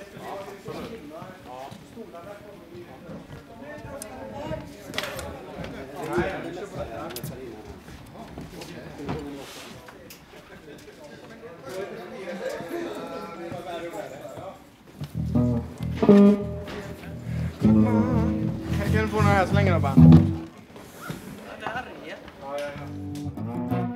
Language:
Swedish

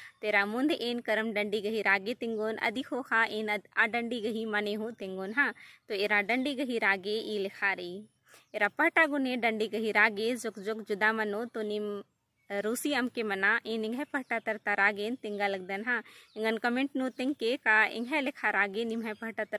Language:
Kurukh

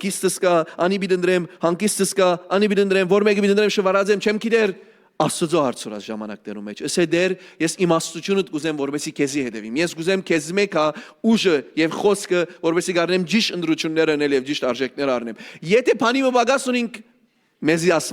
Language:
Western Armenian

